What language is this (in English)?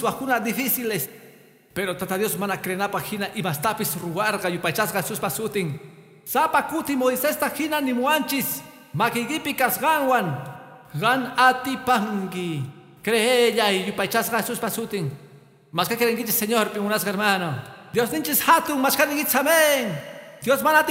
Quechua